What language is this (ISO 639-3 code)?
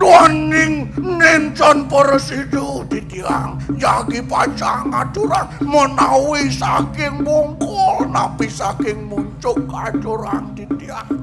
ban